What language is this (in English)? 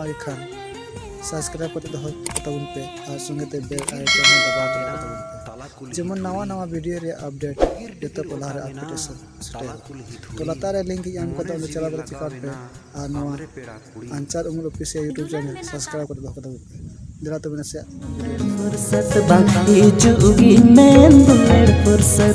Santali